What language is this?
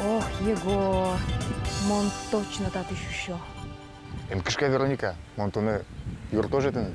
Udmurt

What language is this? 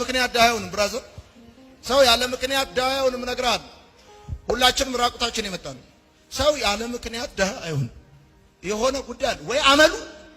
Amharic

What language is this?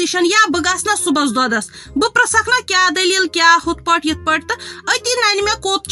Kashmiri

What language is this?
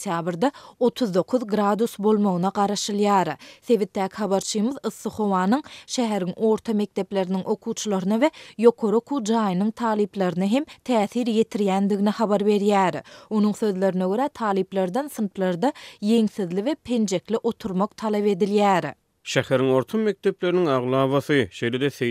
Turkmen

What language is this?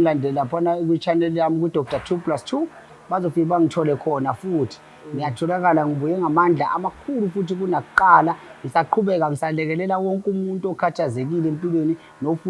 Zulu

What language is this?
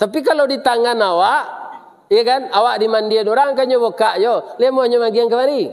Minangkabau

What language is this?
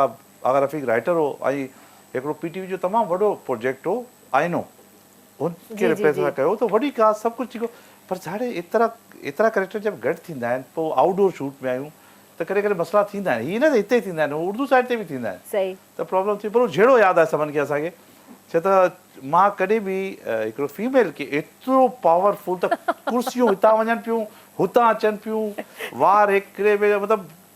Sindhi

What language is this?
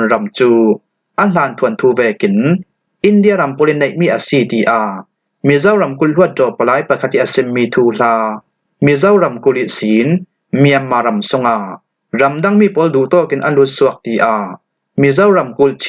Falam Chin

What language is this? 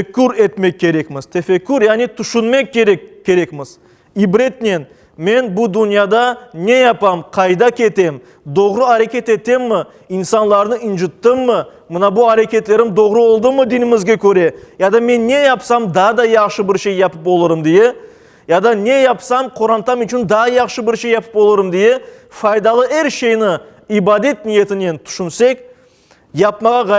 Crimean Tatar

